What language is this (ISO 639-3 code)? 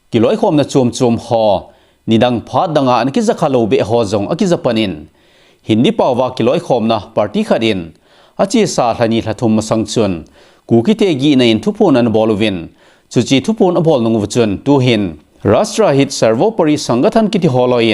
tcz